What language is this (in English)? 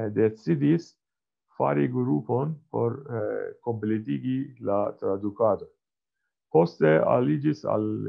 Esperanto